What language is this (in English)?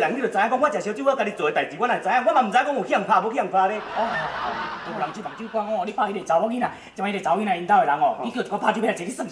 Min Nan Chinese